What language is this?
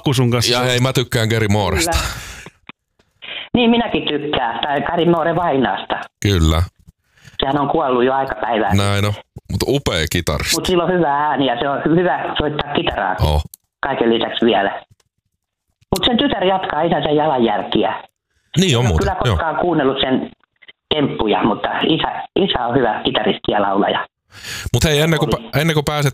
Finnish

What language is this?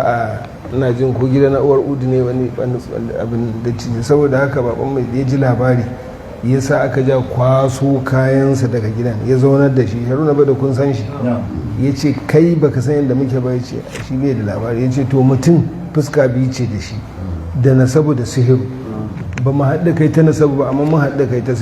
Hausa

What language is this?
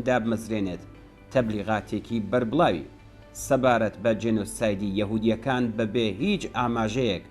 Central Kurdish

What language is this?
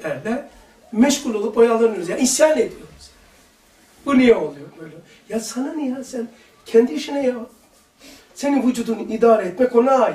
Turkish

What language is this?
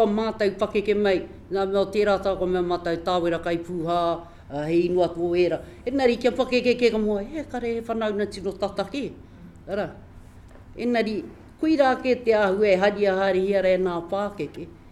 Māori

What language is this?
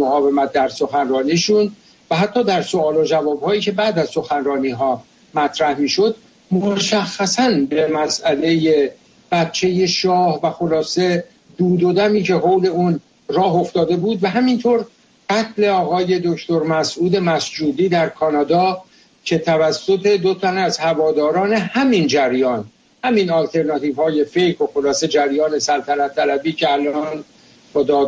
Persian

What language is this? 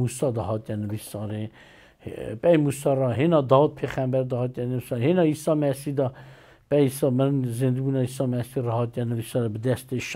Kurdish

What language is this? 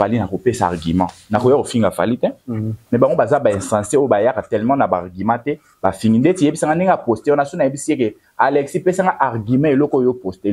Lingala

